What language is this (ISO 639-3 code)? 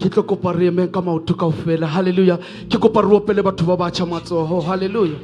sot